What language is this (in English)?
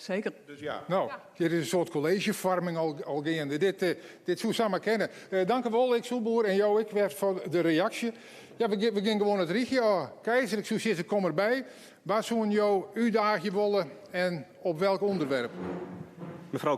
Western Frisian